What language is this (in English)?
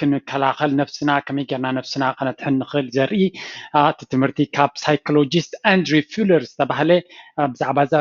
Tigrinya